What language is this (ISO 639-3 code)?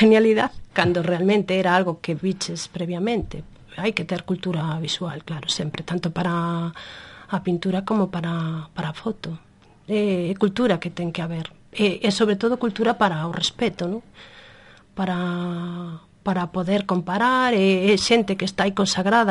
glg